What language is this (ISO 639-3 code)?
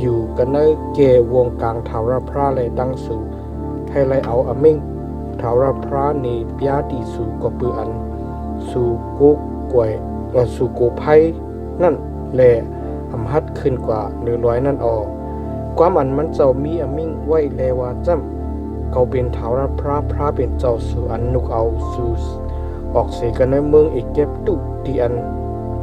shn